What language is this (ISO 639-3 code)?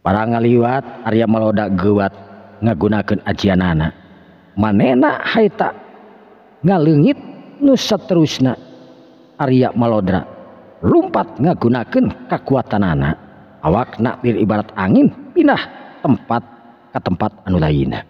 sun